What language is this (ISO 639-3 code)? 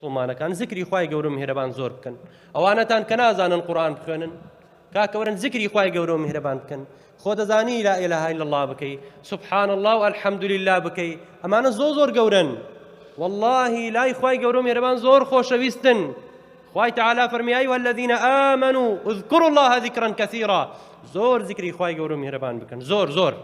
ckb